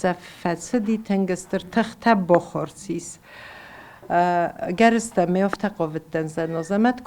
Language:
Ossetic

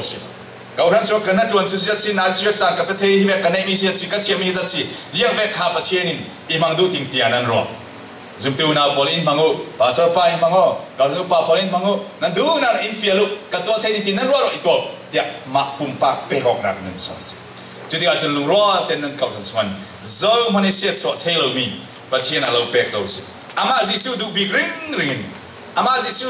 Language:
Falam Chin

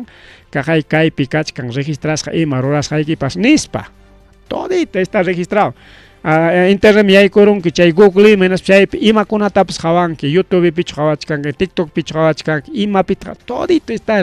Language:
Ayacucho Quechua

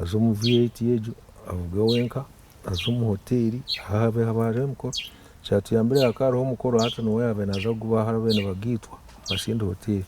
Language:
Nyankole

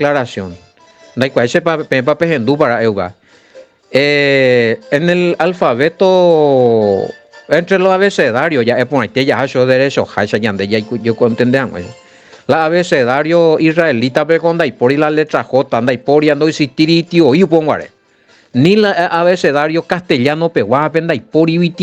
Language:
Guarani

